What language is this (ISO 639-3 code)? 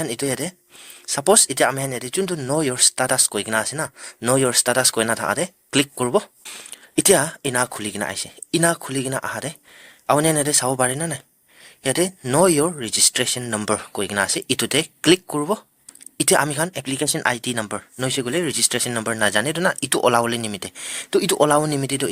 nag